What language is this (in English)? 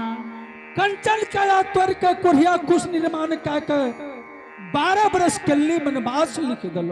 Angika